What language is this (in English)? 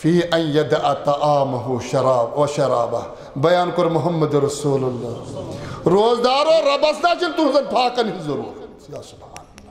Kashmiri